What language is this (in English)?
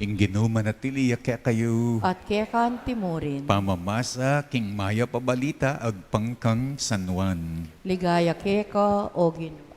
Pampanga